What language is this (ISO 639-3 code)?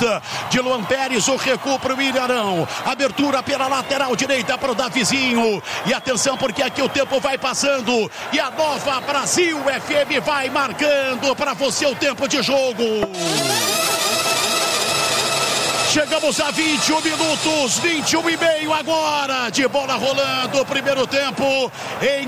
por